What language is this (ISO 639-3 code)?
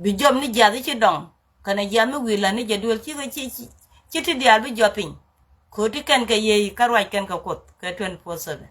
nus